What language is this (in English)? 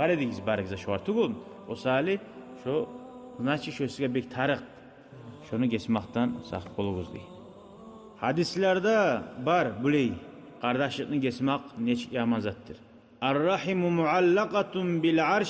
Kumyk